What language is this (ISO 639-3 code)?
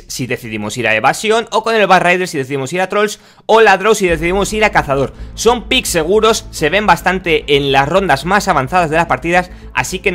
spa